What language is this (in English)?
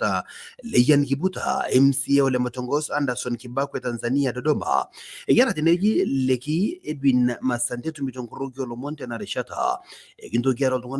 Masai